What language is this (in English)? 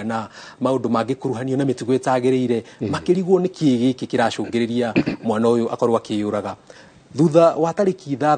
Kikuyu